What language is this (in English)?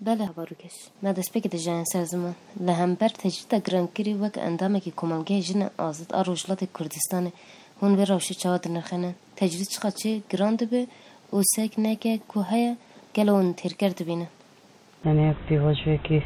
Kurdish